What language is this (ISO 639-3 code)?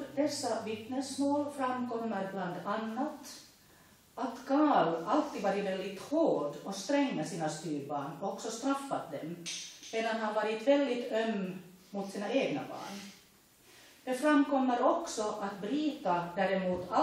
swe